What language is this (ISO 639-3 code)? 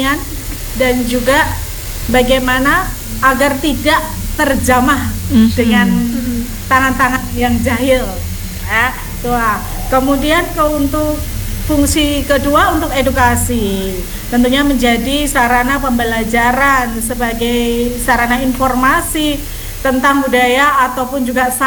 ind